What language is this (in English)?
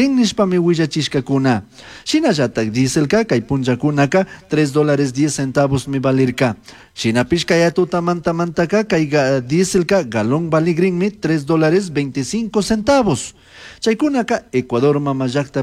Chimborazo Highland Quichua